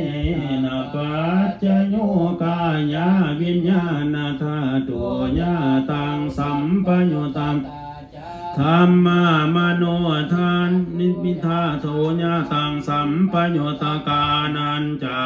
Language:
Pali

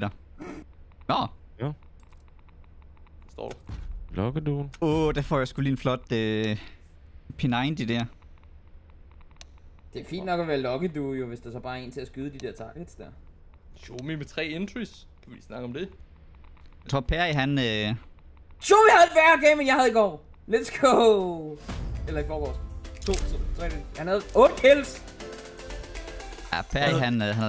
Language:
Danish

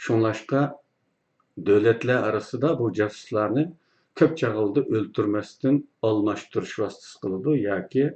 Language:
Uyghur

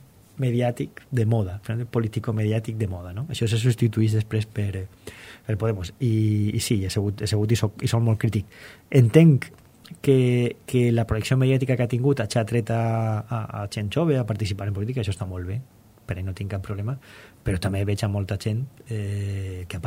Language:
Catalan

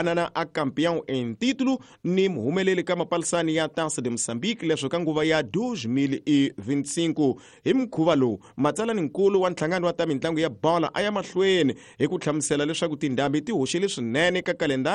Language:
Tsonga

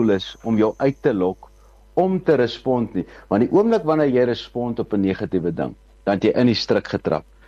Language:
Afrikaans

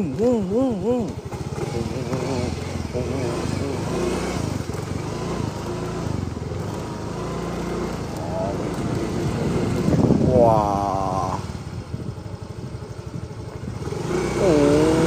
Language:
Malay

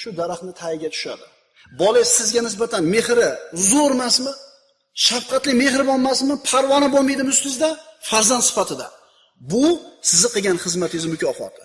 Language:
Uzbek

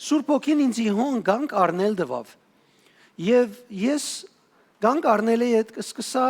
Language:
Western Armenian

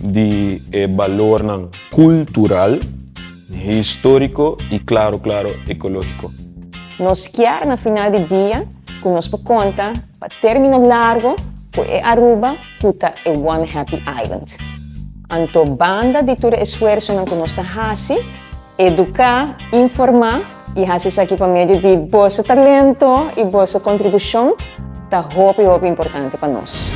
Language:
Papiamento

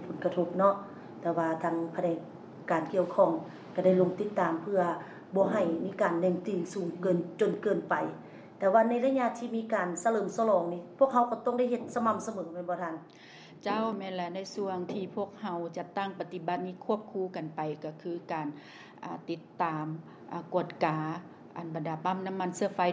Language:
Lao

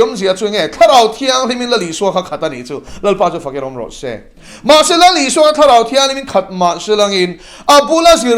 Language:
Mizo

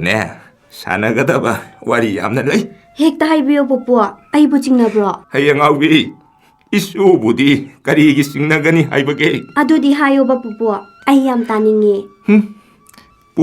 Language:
Manipuri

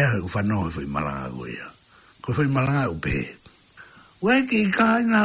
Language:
Tongan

